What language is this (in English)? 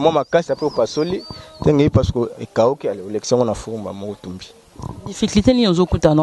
Lingala